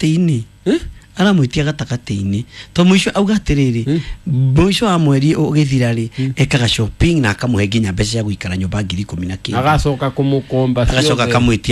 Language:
Kikuyu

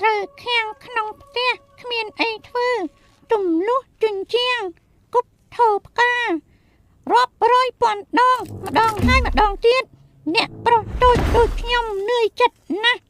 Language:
Khmer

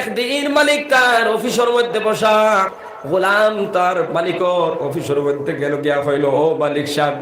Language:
Sylheti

